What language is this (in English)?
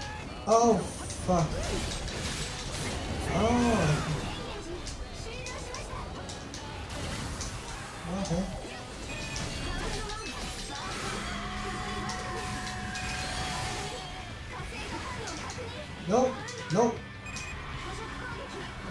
English